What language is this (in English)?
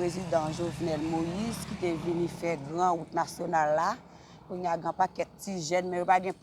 Haitian Creole